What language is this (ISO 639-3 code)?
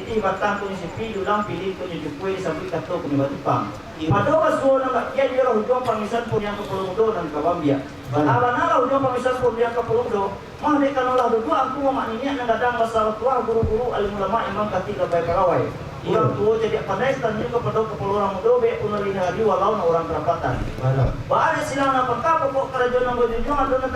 min